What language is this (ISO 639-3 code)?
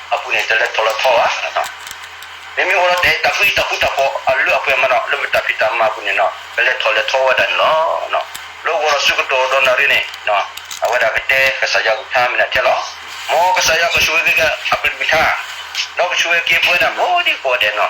ksw